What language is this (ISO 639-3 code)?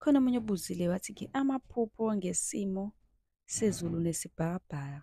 zul